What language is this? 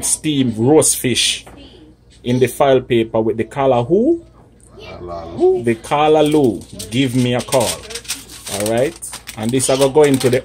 Jamaican Creole English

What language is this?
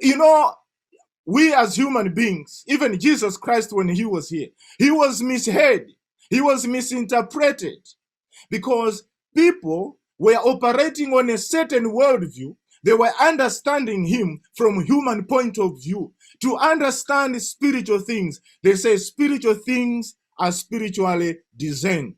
English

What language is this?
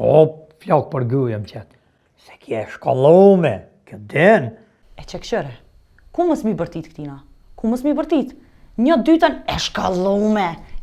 Albanian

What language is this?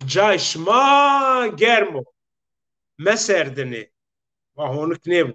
Zaza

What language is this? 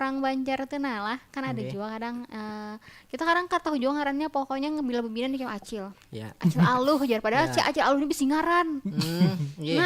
Banjar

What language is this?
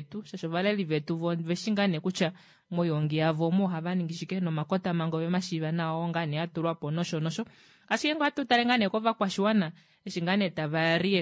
Kuanyama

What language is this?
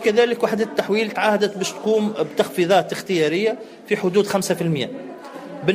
Tunisian Arabic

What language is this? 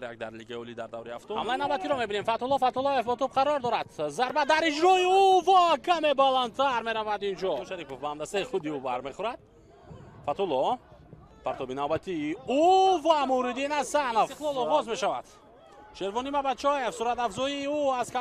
Tajik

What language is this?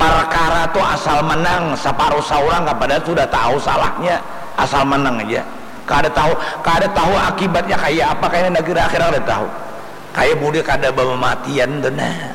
Banjar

